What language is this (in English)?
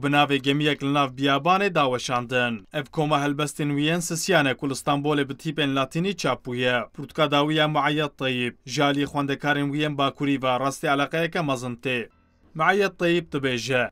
Kurdish